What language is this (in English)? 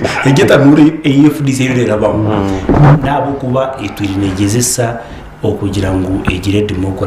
Nyankole